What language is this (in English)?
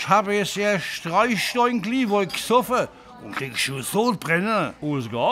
Palatine German